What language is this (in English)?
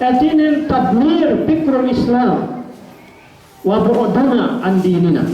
Yakan